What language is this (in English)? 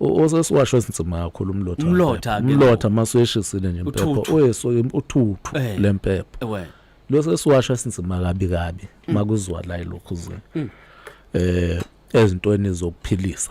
Zulu